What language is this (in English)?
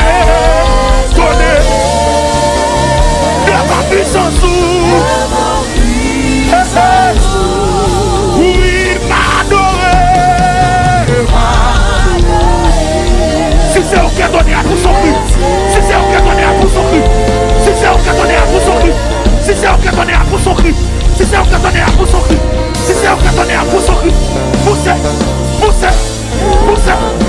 French